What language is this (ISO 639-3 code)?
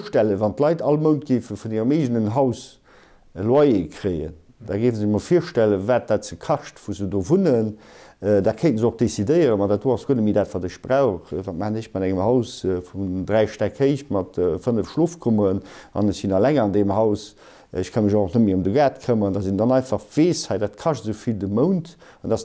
ltz